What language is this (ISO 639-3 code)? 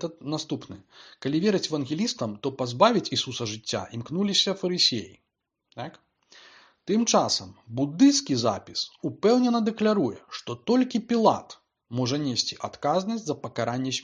bel